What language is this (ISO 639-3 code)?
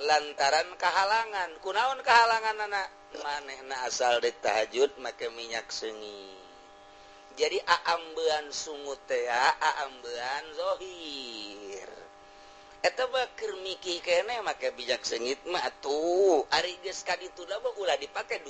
sun